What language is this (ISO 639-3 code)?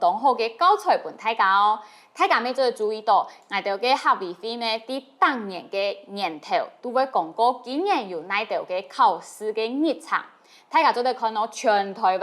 hak